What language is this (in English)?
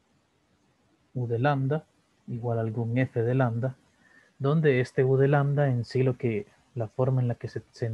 Spanish